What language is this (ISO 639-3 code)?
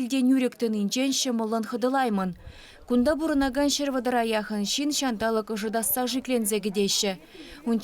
chv